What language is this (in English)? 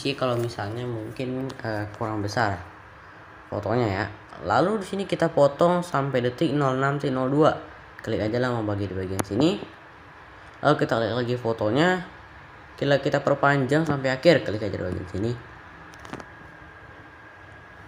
Indonesian